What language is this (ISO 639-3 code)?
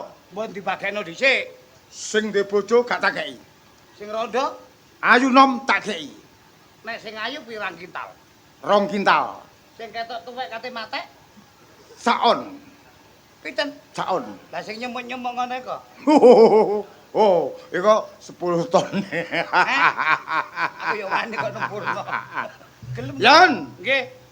jav